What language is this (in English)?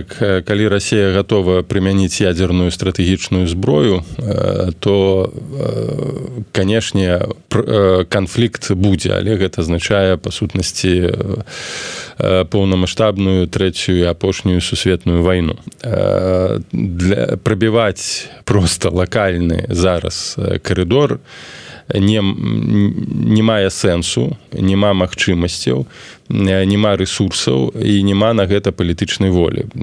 Belarusian